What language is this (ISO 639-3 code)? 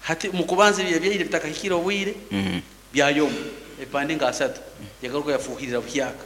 nyn